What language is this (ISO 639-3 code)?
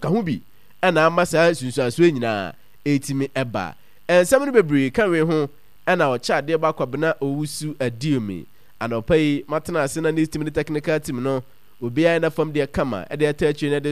aka